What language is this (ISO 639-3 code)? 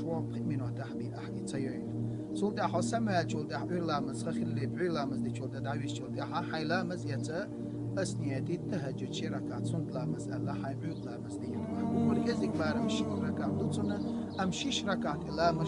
che